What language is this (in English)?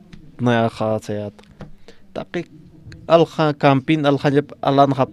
Aymara